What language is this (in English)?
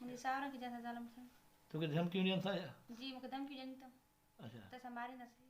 Sindhi